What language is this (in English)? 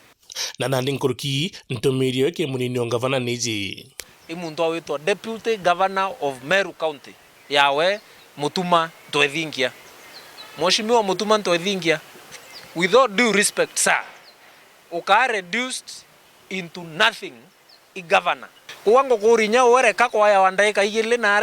Meru